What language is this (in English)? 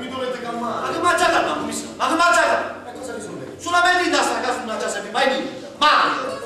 Neapolitan